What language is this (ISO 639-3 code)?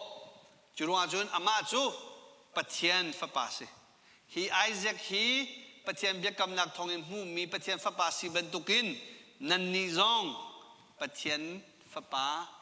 cnh